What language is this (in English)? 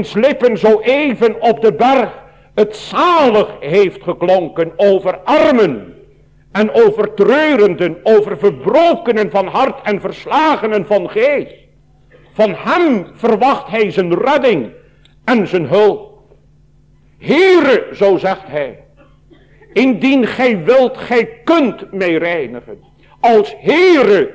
Dutch